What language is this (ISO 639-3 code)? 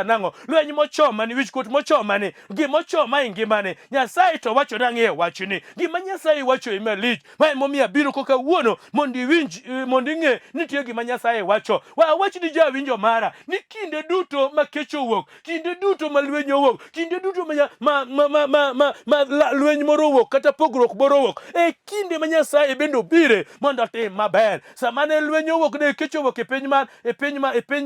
luo